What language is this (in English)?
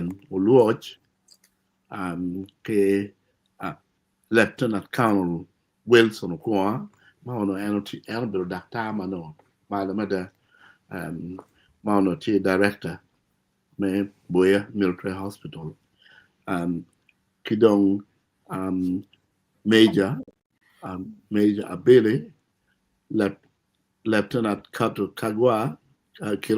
Acoli